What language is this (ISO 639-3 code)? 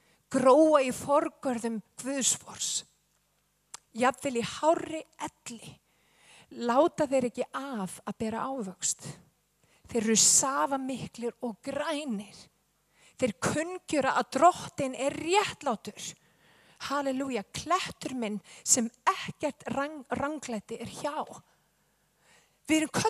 isl